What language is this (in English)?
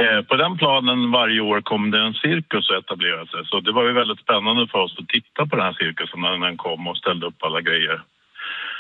Swedish